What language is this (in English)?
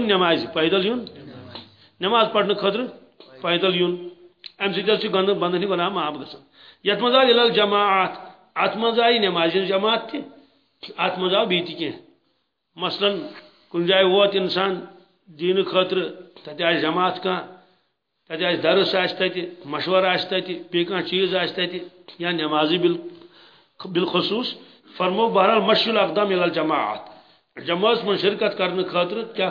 Kashmiri